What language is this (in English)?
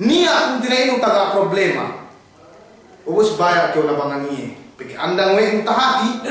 Yakan